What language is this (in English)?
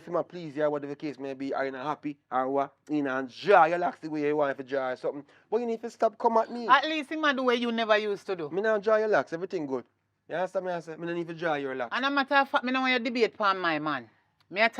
Jamaican Creole English